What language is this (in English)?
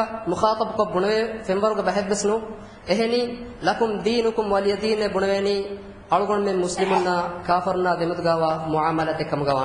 Divehi